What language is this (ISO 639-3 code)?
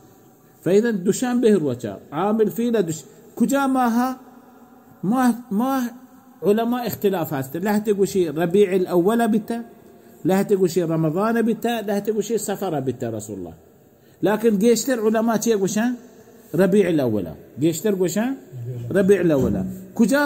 bal